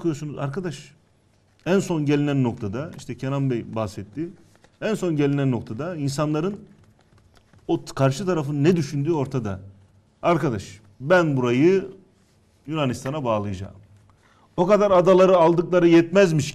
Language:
Turkish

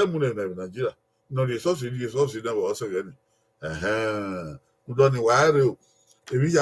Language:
Bini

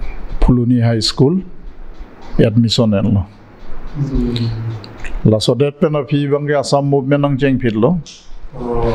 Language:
Karbi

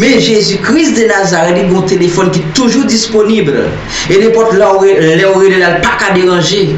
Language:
Haitian Creole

